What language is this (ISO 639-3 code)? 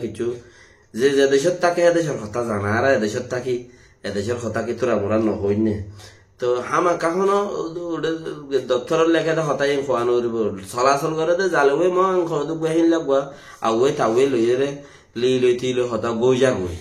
rhg